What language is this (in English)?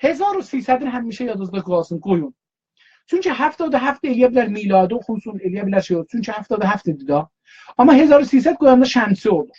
South Azerbaijani